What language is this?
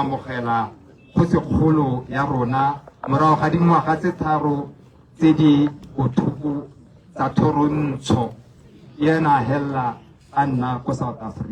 Tswana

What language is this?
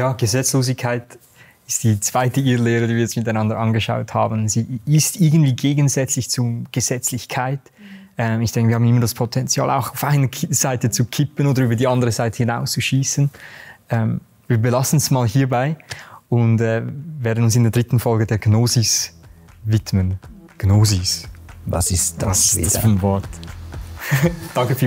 Swiss German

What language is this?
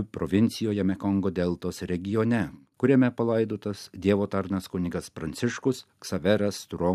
Lithuanian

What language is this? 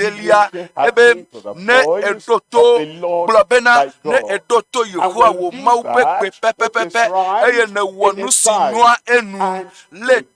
Ewe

